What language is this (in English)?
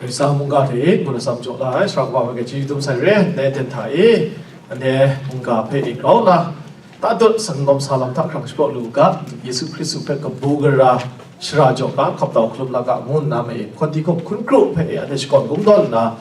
Kachin